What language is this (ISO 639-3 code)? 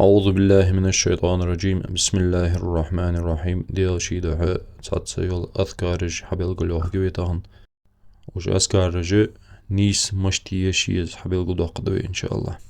inh